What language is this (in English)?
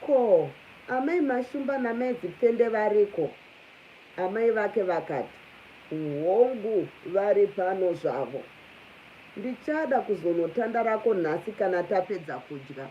Shona